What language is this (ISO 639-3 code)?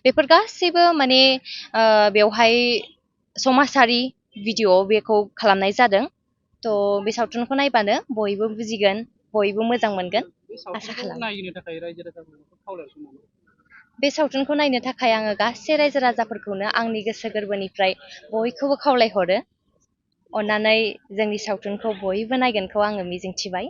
brx